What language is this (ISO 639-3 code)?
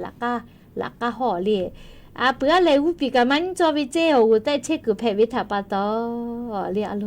lhu